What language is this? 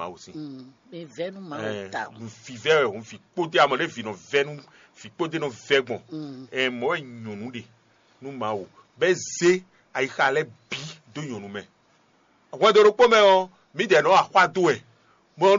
Fon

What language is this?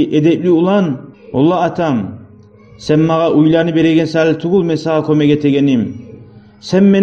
Kumyk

